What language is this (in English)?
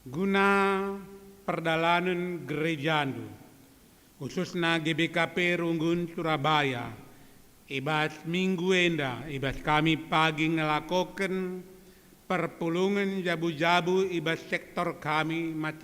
Batak Karo